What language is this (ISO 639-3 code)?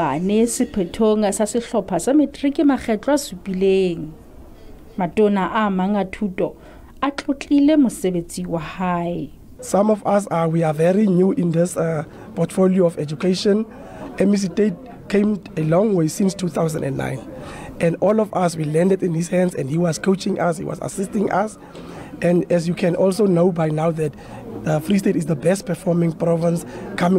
sot